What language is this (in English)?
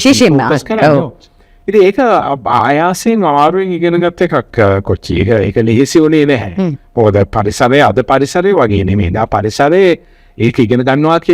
Sinhala